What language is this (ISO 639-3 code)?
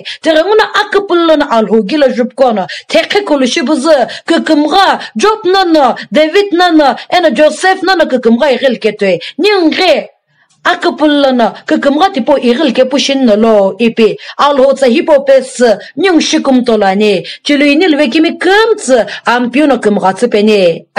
nsm